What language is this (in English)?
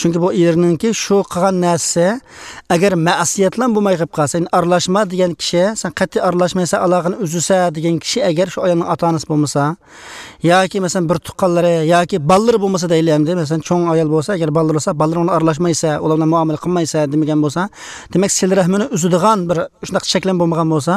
Uyghur